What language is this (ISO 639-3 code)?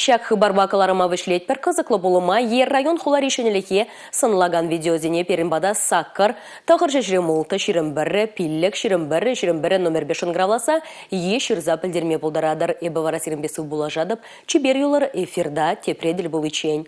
chv